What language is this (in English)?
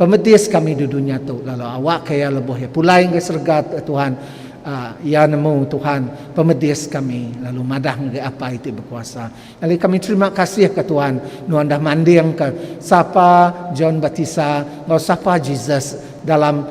Iban